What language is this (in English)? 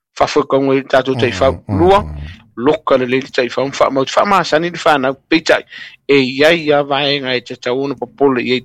Samoan